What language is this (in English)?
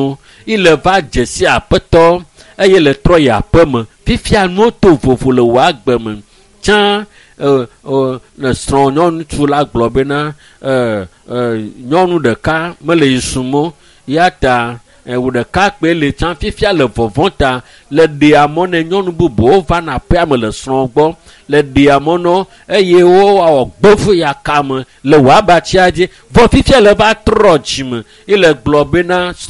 Ewe